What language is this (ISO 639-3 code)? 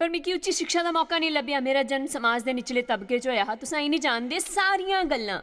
doi